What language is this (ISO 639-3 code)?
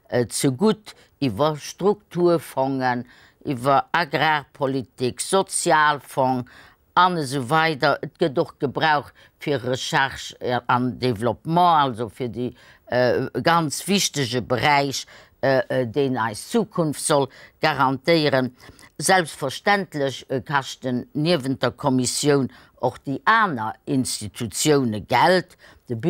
ltz